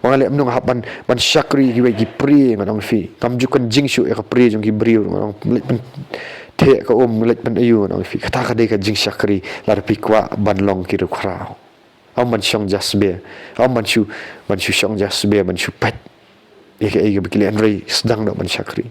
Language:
Khasi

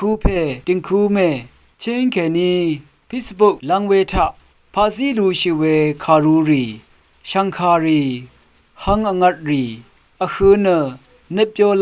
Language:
Rawang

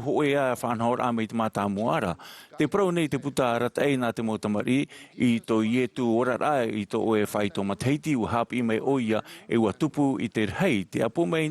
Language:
Tahitian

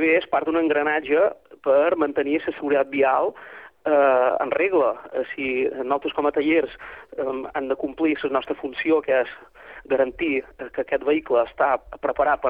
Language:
Catalan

